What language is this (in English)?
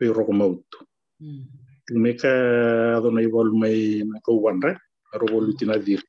Fijian